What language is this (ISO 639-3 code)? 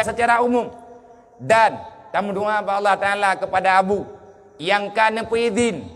ace